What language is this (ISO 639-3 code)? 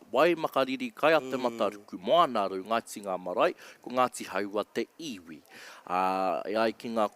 mri